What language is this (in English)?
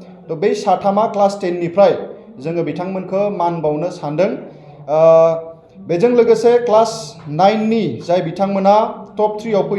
Bodo